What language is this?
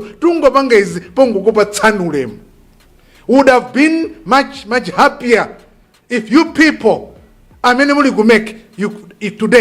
Nyanja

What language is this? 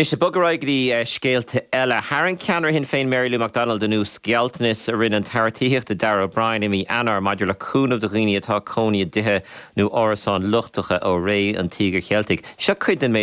Irish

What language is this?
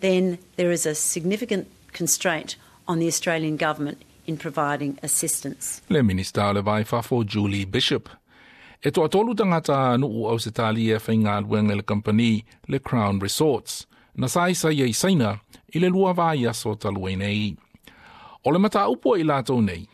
Samoan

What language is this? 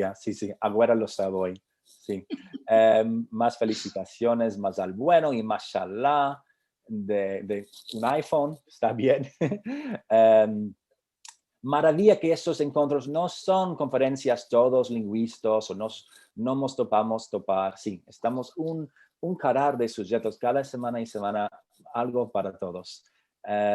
Ladino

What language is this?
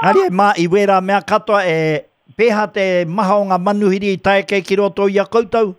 Māori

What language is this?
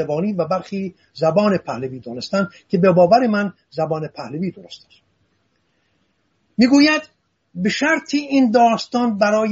Persian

